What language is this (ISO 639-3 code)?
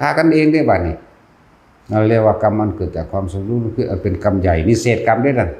tts